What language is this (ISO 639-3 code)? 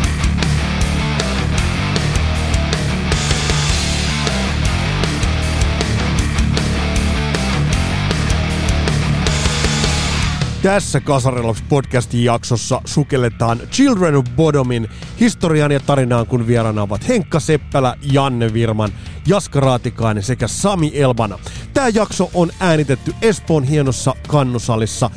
fin